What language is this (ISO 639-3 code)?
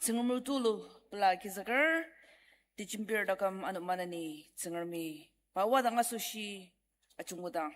njo